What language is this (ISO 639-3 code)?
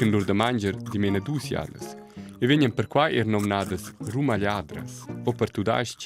roh